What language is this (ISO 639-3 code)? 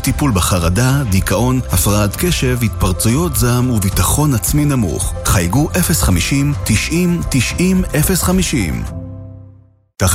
heb